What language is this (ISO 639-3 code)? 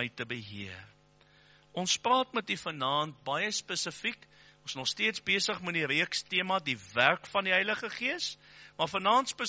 afr